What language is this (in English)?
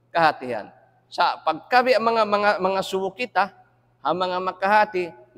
Tausug